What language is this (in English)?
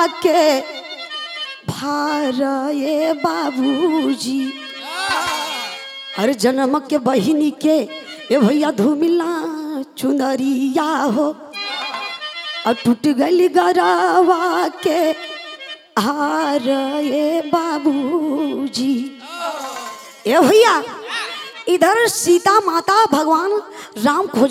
Bhojpuri